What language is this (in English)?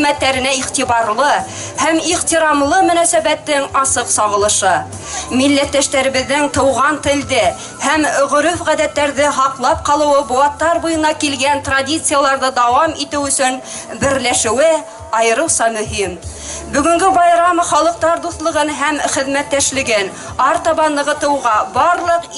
Bashkir